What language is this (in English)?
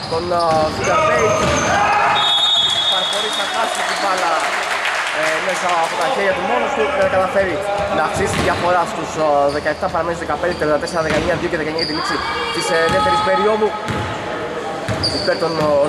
Greek